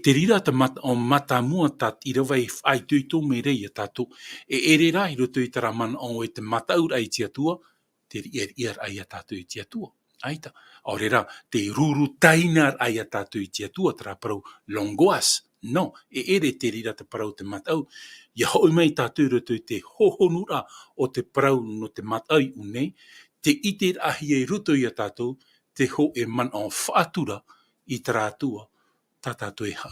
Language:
Tahitian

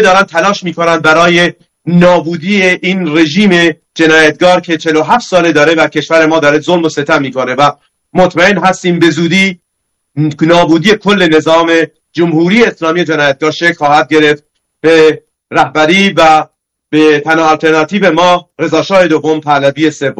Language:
Persian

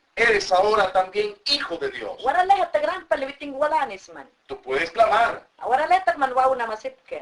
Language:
Mayangna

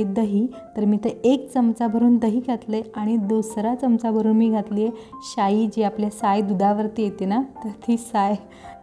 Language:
Marathi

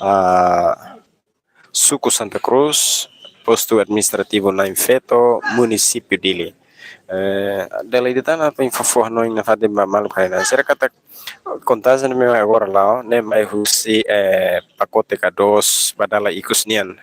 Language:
Tetum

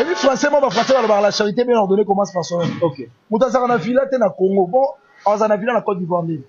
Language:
Lingala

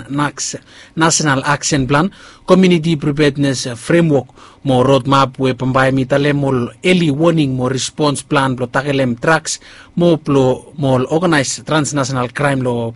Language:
Bislama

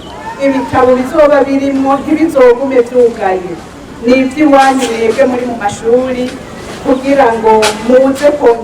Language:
Rundi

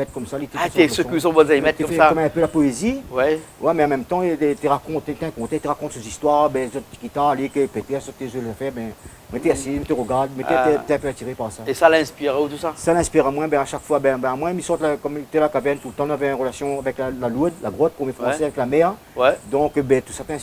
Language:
Réunion Creole French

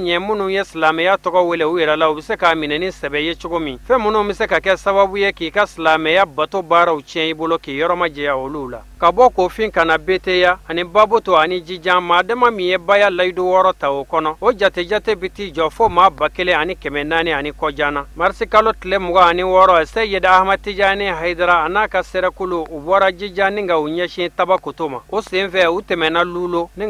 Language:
Bambara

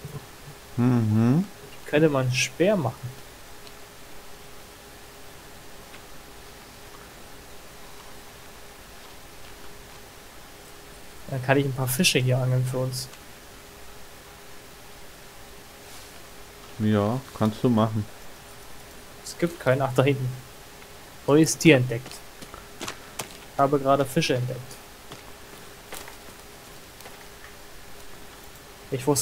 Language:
German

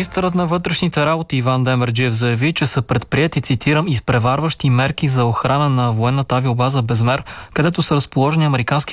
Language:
Bulgarian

